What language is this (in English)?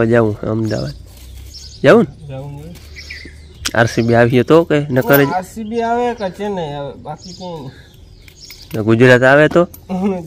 Gujarati